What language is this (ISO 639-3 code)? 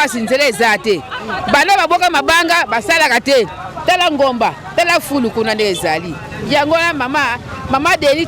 lin